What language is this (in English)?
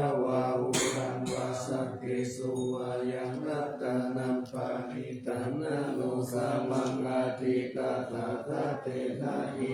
Pali